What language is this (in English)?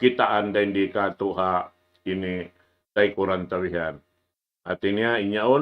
Tausug